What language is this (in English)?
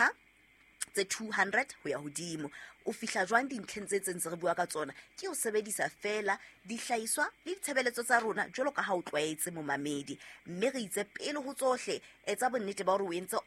Southern Sotho